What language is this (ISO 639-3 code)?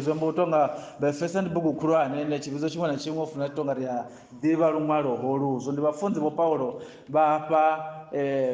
ven